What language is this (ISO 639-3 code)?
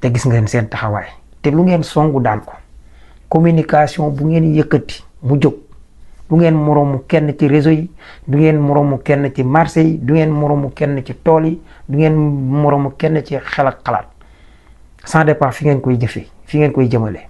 wol